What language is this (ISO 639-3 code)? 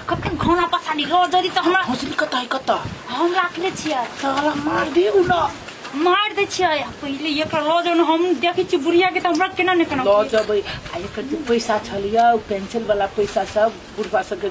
mai